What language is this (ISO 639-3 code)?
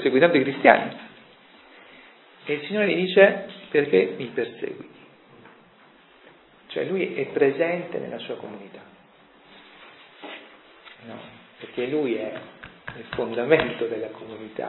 ita